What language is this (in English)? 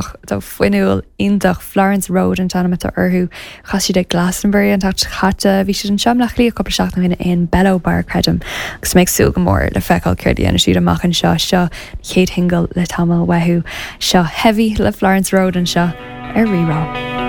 Irish